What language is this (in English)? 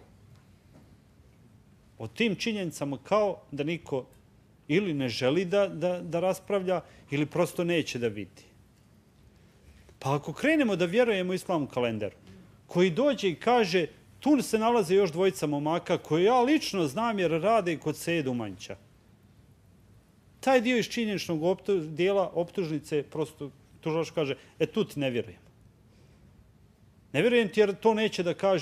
Bosnian